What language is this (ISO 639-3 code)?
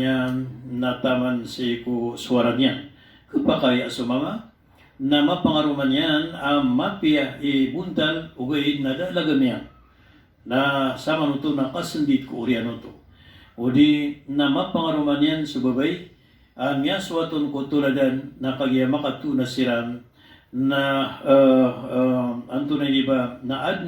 mrw